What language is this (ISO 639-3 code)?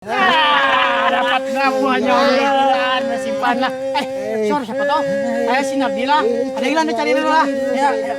bjn